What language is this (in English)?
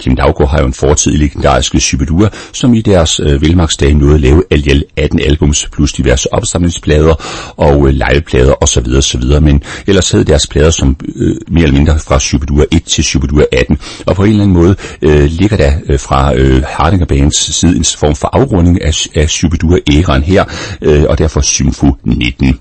Danish